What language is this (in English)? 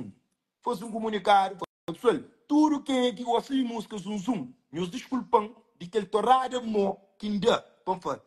Kabuverdianu